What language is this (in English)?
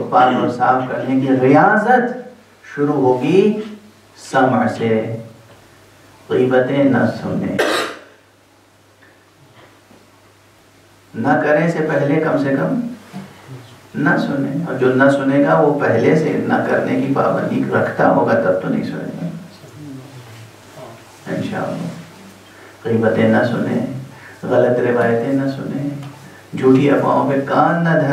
Urdu